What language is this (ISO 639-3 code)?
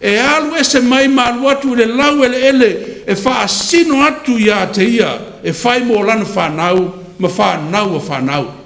smo